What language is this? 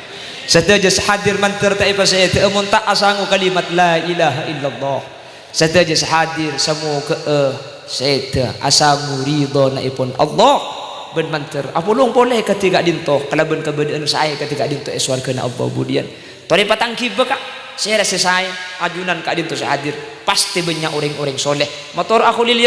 Madurese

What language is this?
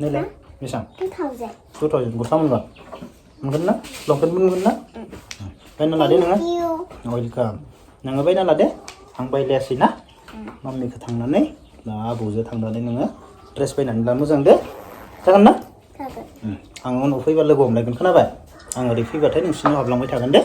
Bodo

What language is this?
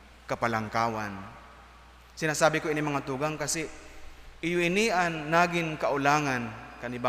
Bikol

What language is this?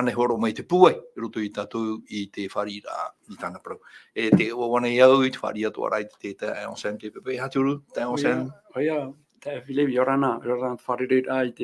Tahitian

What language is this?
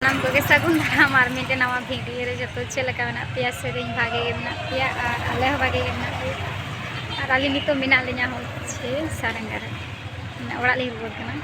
Santali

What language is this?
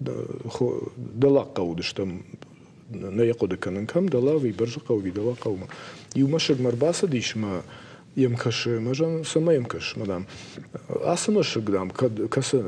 Ossetic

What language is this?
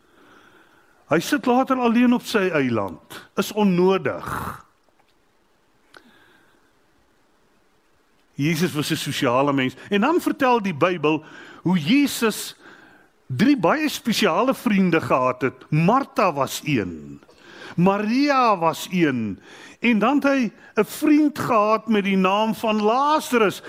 Afrikaans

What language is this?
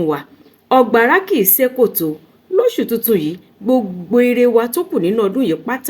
Yoruba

